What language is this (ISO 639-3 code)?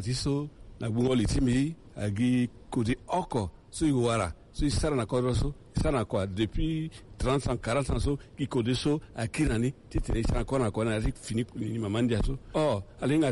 sag